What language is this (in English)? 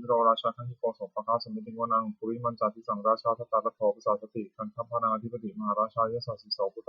Pali